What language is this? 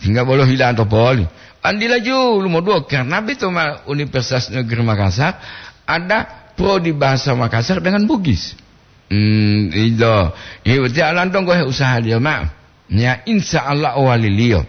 Gorontalo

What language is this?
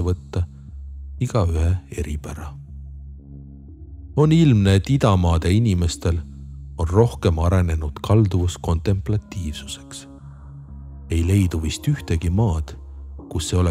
Estonian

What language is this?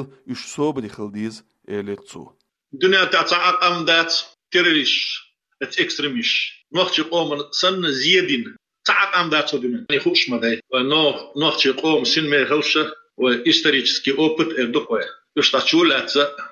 Chechen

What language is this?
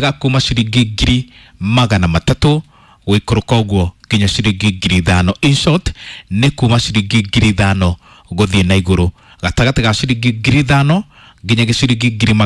Kikuyu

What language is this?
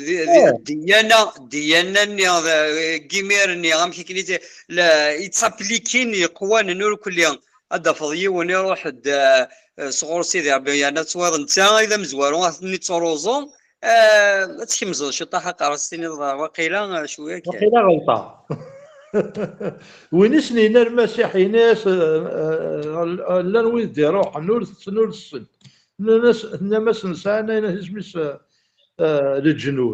Kabyle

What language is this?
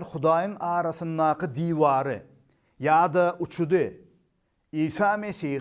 Turkmen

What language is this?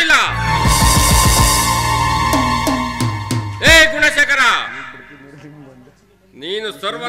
Kannada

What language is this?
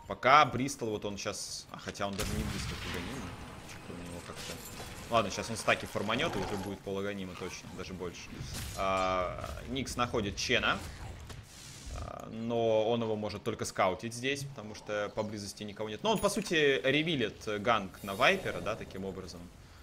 Russian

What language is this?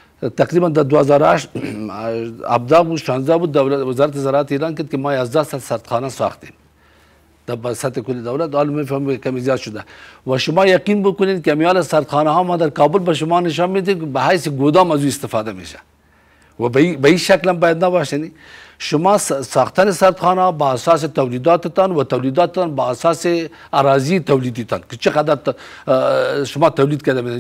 Persian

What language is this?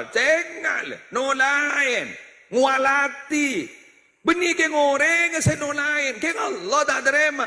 Madurese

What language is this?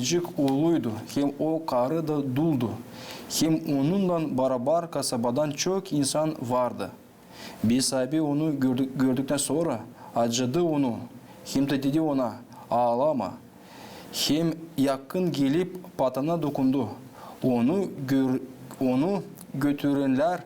Gagauz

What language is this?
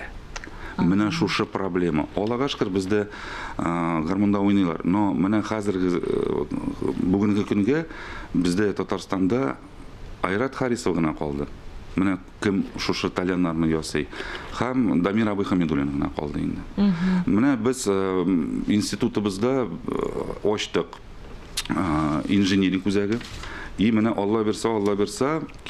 Tatar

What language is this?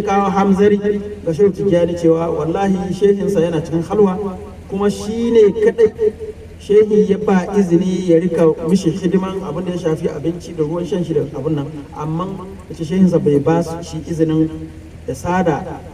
Hausa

